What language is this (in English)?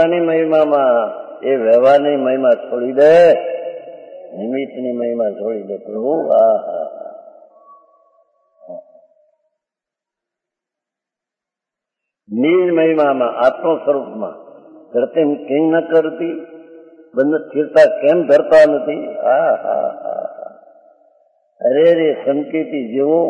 Gujarati